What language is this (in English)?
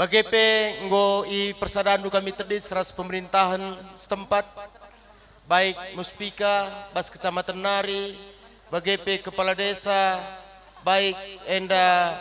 Batak Karo